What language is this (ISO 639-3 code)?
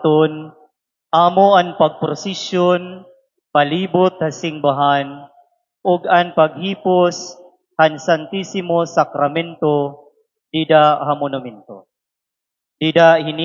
war